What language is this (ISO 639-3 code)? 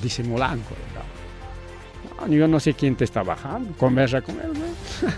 quy